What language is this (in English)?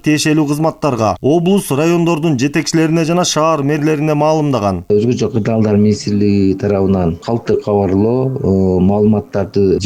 Kyrgyz